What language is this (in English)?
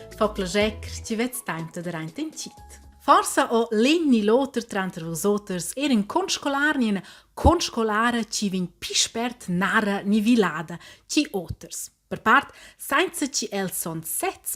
Romansh